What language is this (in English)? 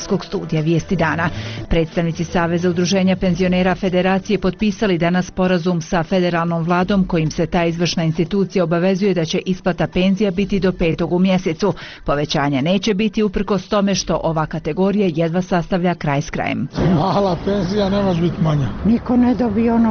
Bosnian